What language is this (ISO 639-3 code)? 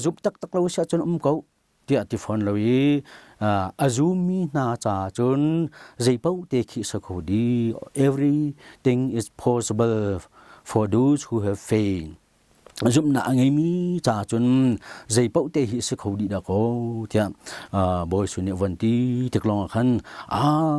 cnh